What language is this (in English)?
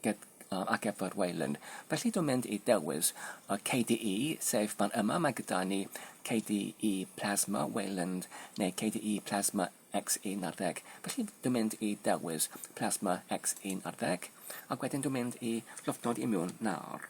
Welsh